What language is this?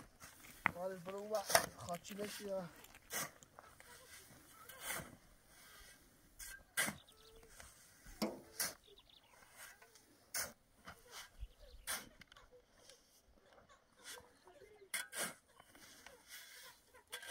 Persian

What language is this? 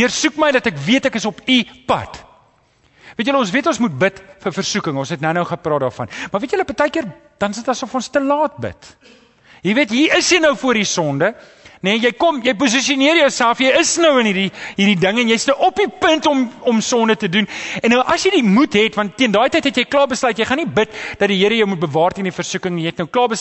Afrikaans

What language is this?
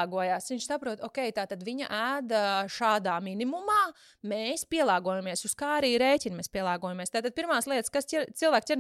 Latvian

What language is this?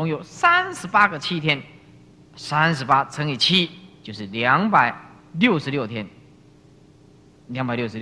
Chinese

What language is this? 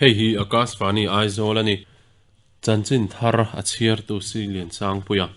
Mizo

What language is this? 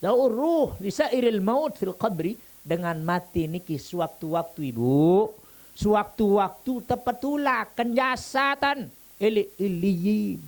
Sasak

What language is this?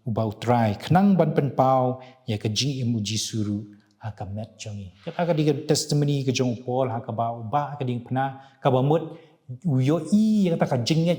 Khasi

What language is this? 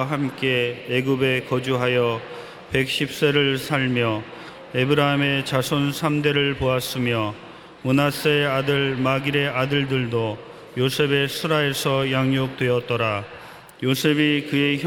Korean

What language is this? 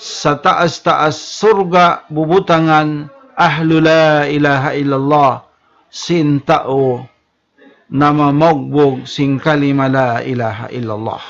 Tausug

